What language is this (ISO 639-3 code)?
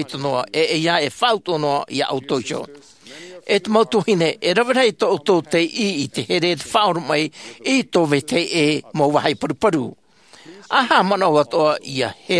tah